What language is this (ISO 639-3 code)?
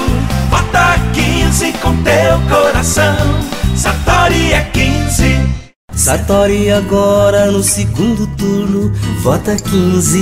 por